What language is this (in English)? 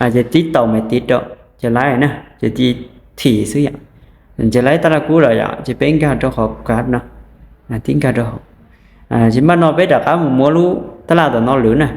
Hmong